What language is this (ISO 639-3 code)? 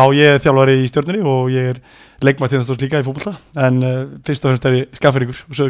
isl